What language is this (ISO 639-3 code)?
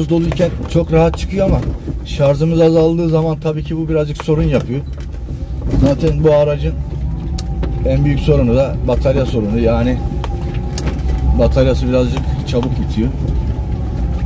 tur